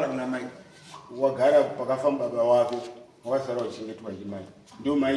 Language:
Shona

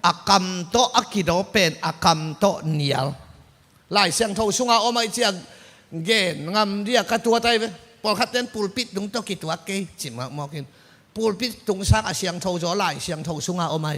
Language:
Tedim Chin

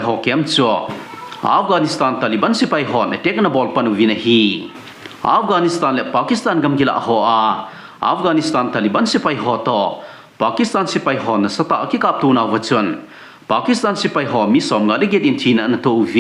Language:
Thado Chin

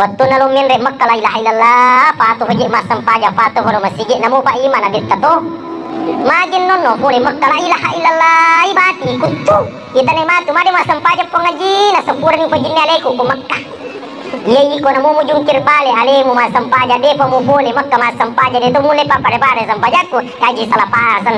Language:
Buginese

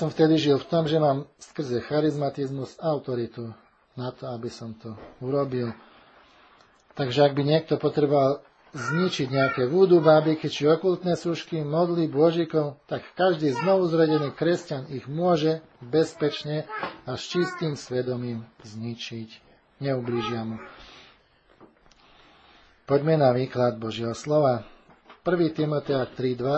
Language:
Slovak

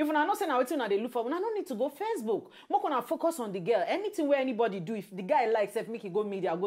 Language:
Nigerian Pidgin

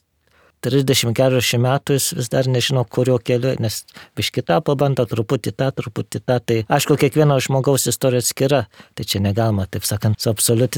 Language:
Lithuanian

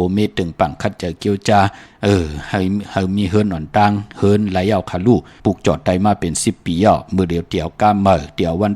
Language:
Shan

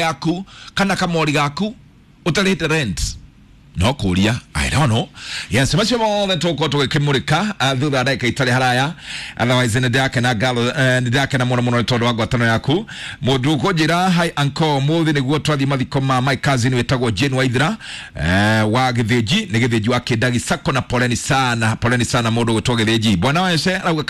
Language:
Kikuyu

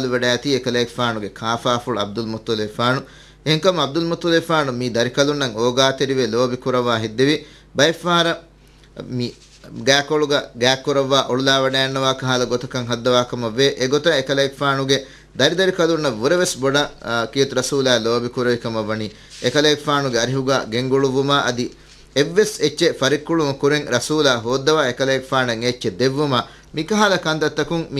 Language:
Divehi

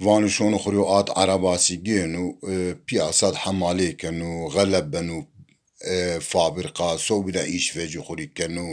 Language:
Zaza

